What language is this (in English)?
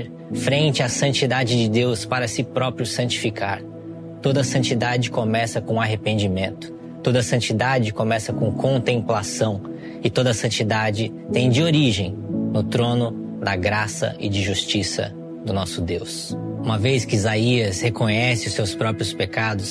Portuguese